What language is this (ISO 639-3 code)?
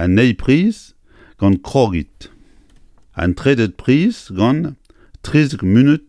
bre